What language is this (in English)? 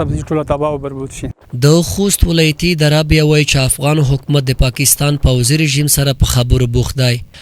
Pashto